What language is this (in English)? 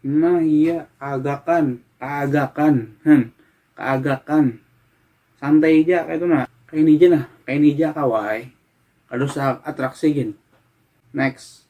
Banjar